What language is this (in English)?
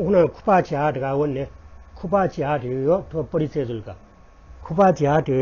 Newari